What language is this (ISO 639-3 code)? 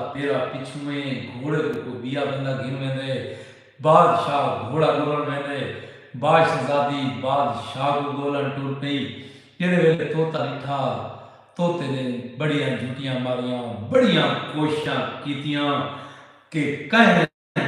skr